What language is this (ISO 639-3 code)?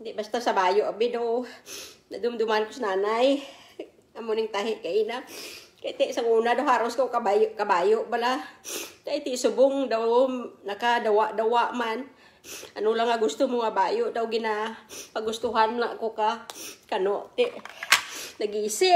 krj